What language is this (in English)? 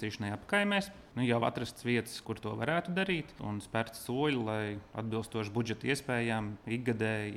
Latvian